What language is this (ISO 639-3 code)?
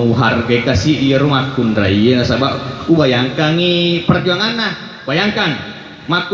bug